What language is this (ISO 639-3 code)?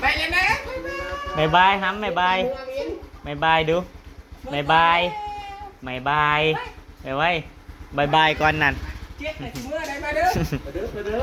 tts